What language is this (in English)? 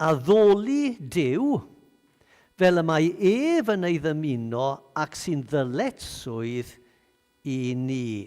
Welsh